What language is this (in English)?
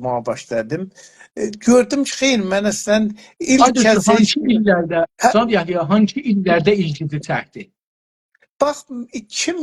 South Azerbaijani